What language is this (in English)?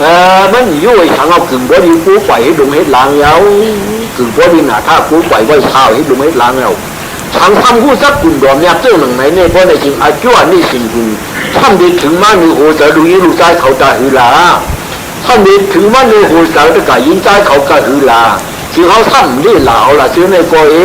Shan